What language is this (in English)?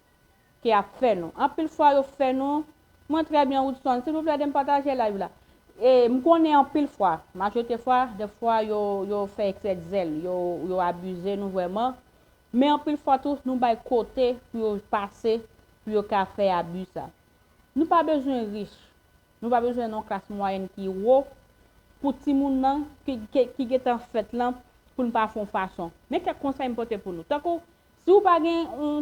Haitian Creole